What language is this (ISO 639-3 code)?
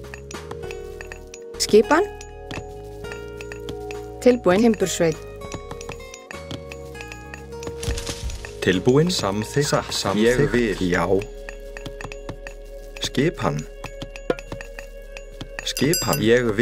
isl